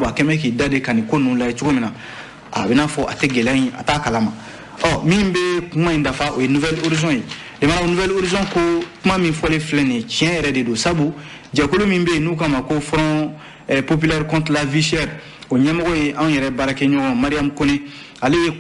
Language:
Bambara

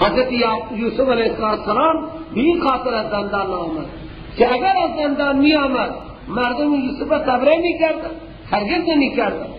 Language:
Persian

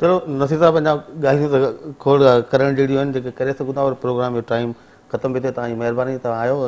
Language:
Sindhi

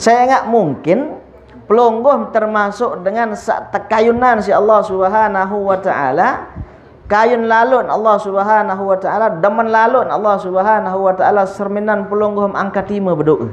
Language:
Sasak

